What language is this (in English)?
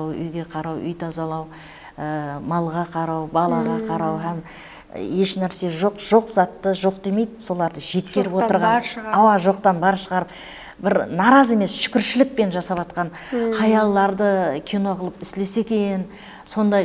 Kara-Kalpak